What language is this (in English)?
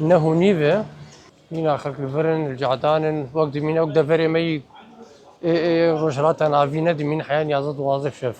Kurdish